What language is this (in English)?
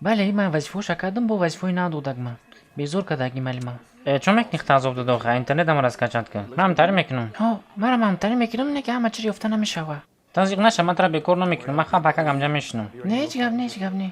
Tajik